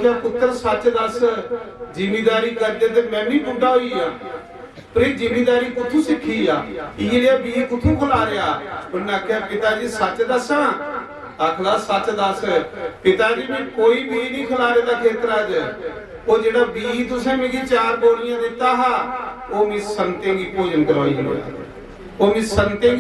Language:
Dogri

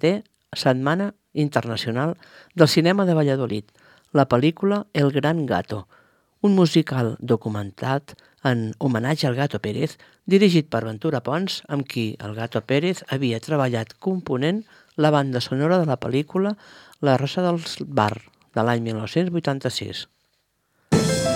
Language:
Catalan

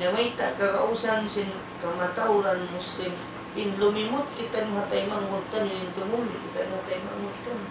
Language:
Tausug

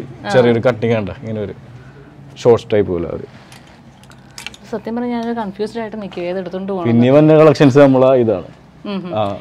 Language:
Malayalam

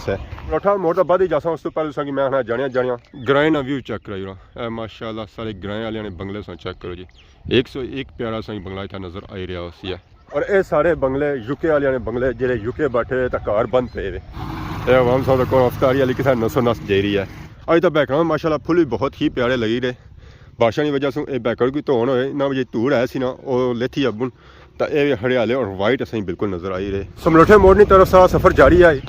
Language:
Pahari-Potwari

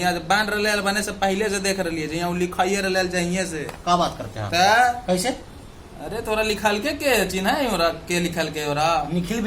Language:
Magahi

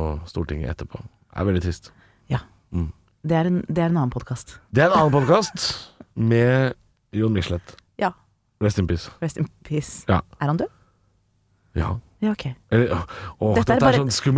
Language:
Norwegian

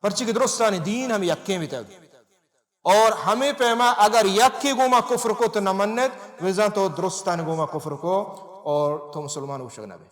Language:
Baluchi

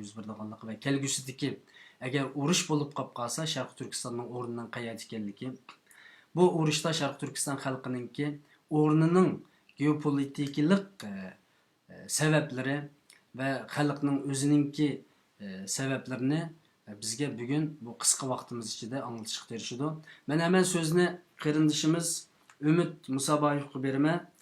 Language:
Uyghur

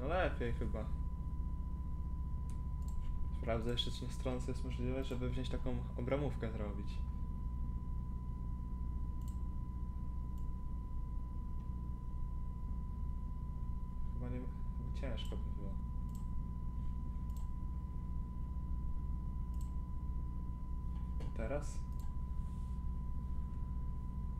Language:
Polish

